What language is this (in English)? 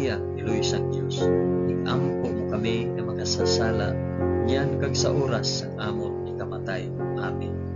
Hiligaynon